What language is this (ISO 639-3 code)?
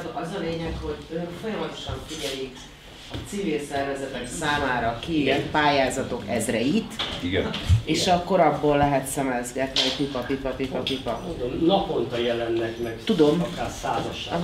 hun